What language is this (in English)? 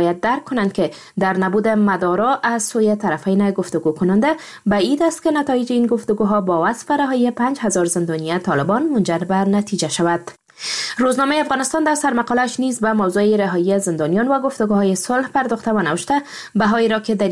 Persian